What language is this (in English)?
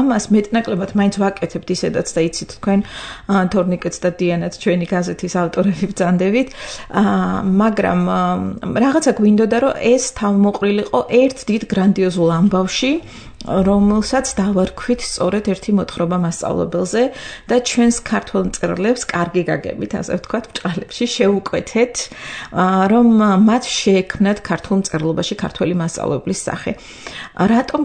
Georgian